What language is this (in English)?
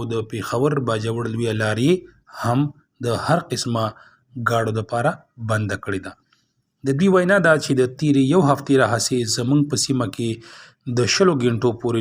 Pashto